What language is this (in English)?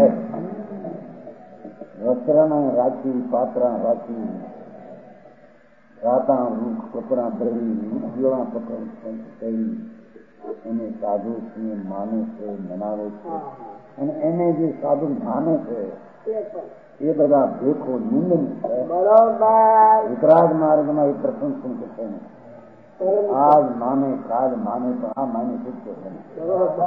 Gujarati